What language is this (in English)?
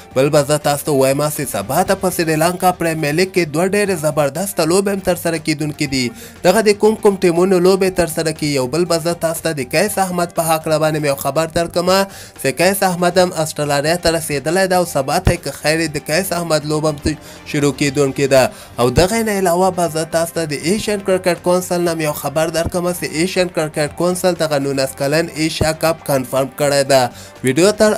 Pashto